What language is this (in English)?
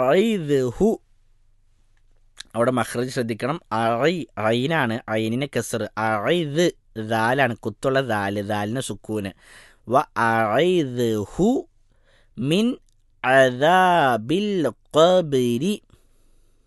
Malayalam